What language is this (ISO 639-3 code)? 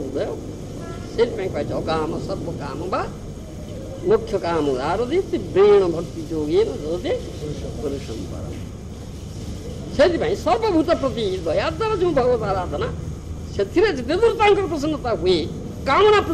ori